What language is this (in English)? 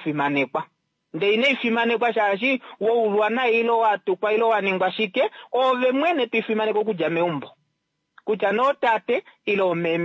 Kuanyama